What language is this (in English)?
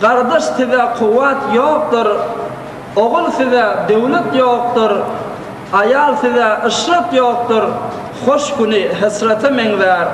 Turkmen